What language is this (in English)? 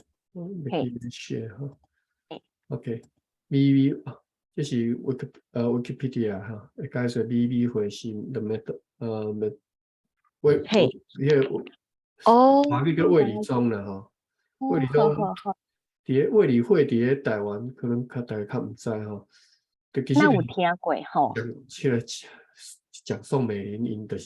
Min Nan Chinese